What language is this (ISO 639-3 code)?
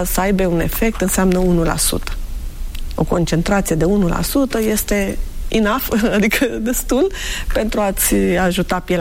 ron